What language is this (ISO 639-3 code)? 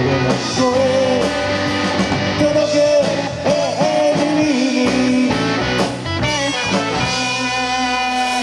jpn